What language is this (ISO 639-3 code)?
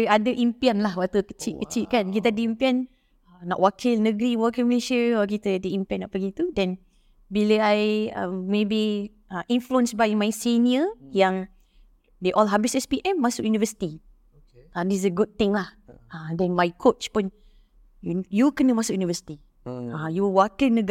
msa